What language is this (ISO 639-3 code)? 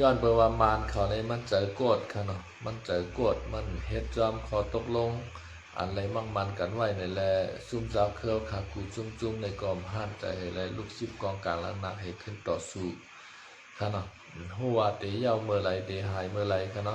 shn